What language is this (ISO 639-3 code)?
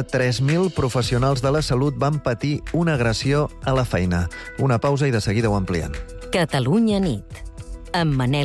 cat